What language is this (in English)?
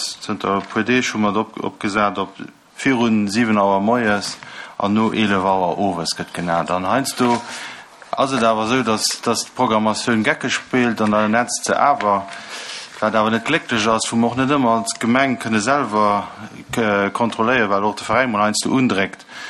Luxembourgish